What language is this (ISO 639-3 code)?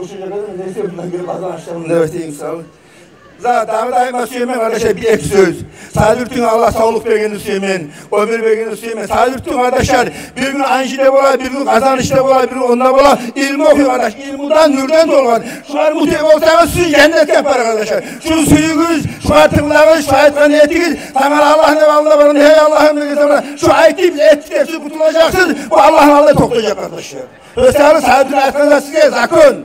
kum